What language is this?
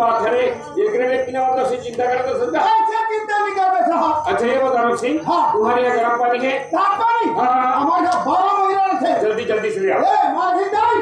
Chhattisgarhi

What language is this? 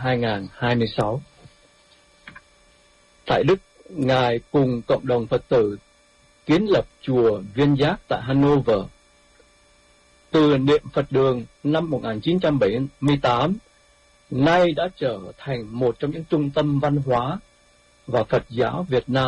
Vietnamese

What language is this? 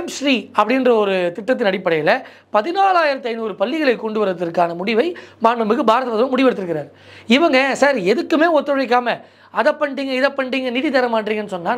Tamil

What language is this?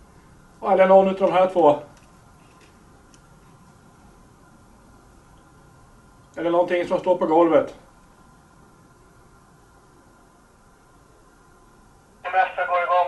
Swedish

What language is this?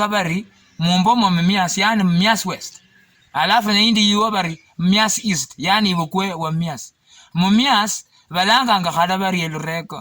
Luyia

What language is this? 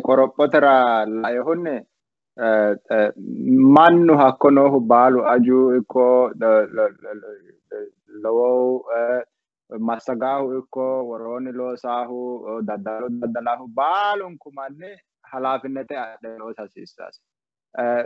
Sidamo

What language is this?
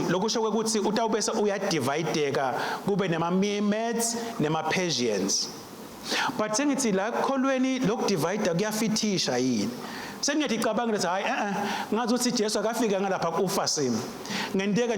Swati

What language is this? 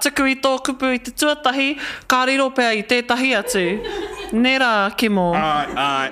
Māori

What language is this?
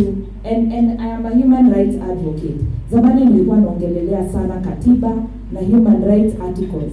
Swahili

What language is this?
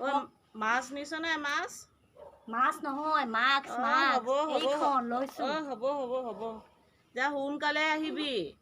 Assamese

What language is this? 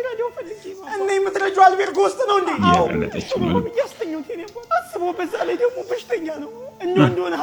Amharic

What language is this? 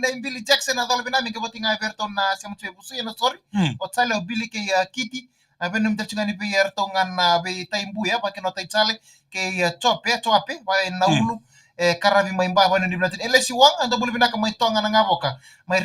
Fijian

